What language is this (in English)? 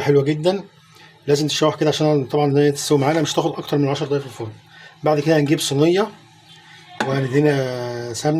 Egyptian Arabic